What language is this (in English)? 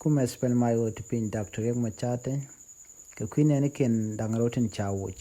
Nuer